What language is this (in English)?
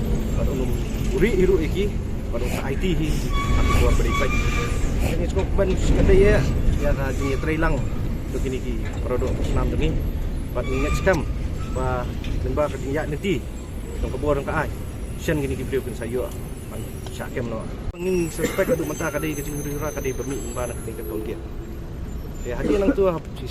Khasi